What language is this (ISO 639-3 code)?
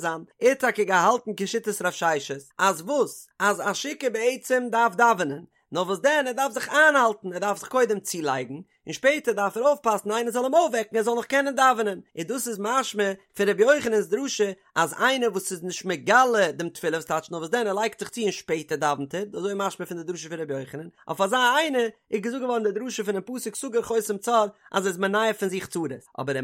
yid